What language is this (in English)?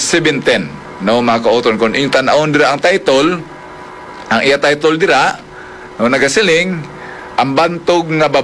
Hiligaynon